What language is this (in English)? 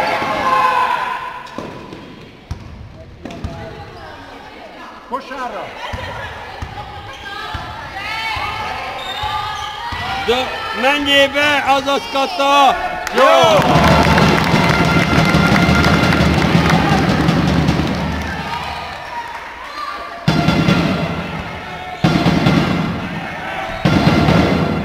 Hungarian